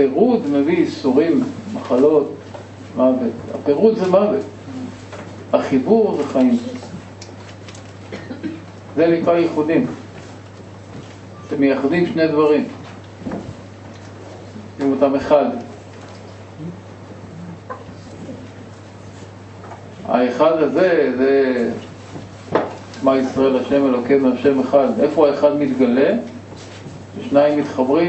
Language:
Hebrew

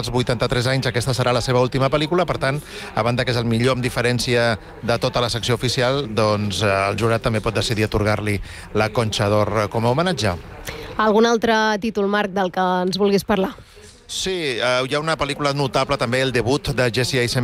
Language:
Catalan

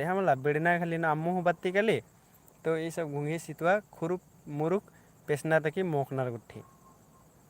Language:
Kurukh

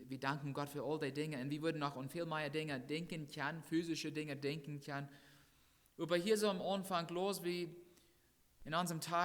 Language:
Plautdietsch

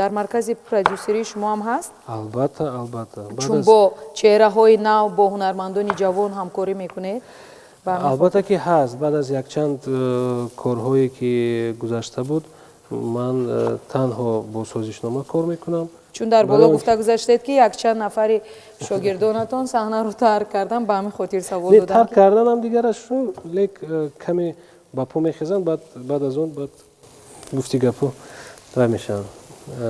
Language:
Tajik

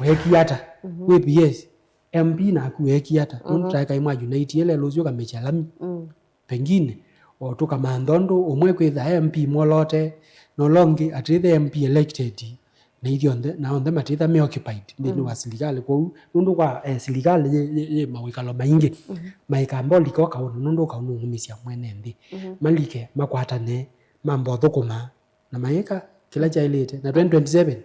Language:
Kamba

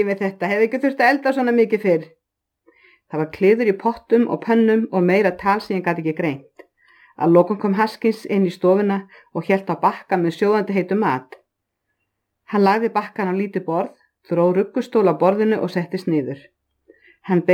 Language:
Icelandic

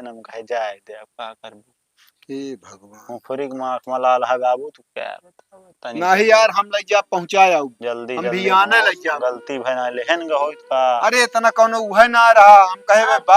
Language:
Awadhi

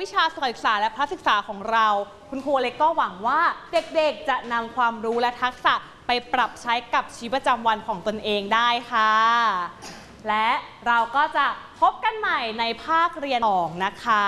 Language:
Thai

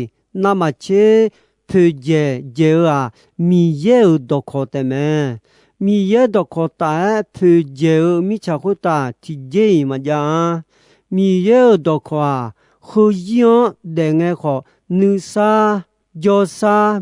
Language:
Akha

